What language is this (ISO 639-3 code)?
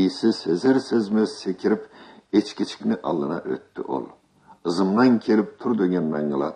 krc